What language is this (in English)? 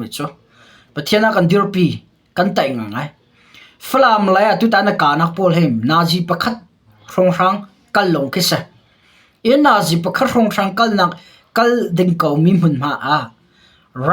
Hakha Chin